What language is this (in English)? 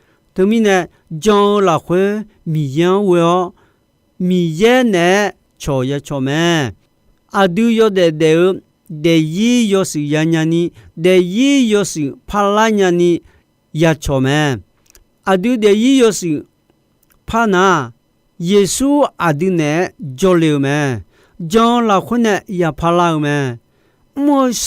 Akha